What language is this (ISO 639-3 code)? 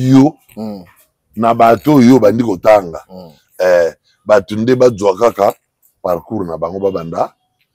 lin